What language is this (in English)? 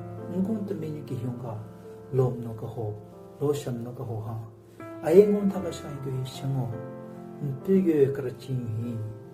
Southern Rengma Naga